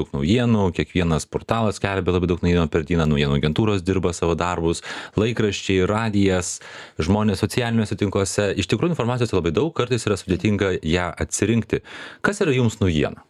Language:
Lithuanian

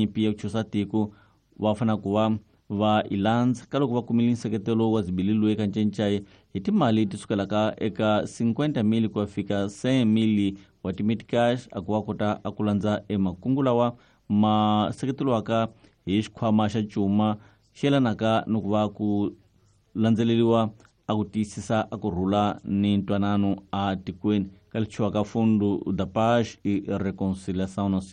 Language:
Tsonga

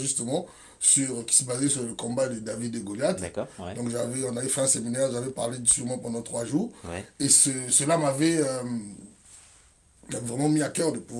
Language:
French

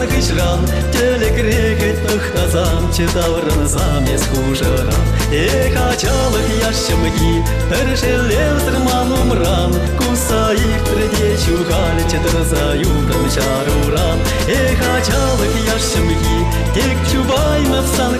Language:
Chuvash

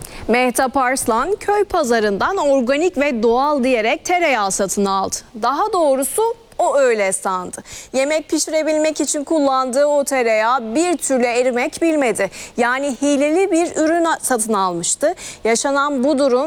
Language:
Turkish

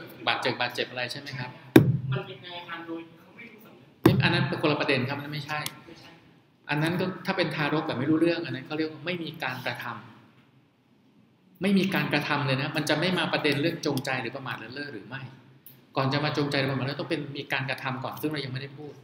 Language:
Thai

